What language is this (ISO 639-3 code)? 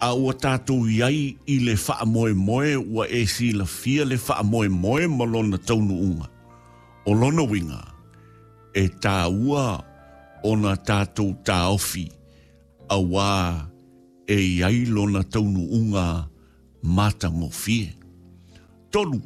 smo